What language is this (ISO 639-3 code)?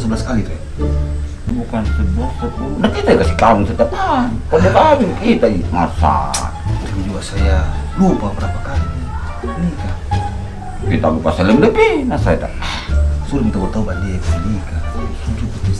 mfp